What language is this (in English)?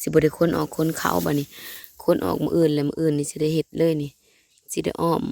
Northeastern Thai